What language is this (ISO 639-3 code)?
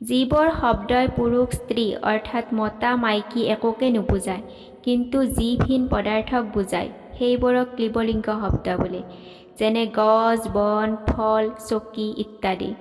asm